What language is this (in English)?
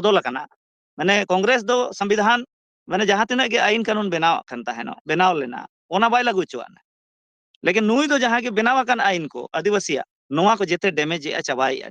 Santali